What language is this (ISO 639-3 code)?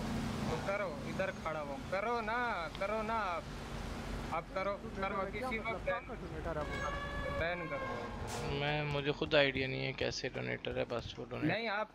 hin